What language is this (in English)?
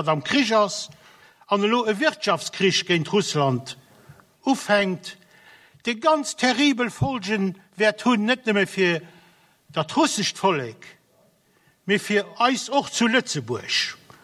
Luxembourgish